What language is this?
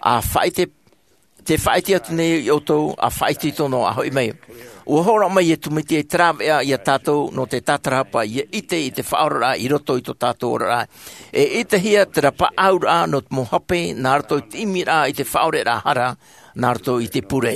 Tahitian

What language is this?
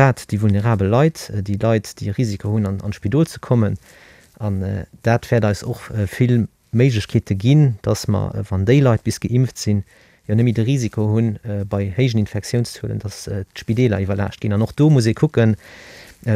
Luxembourgish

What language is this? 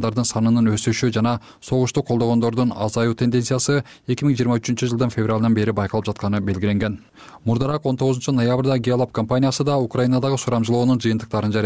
Kyrgyz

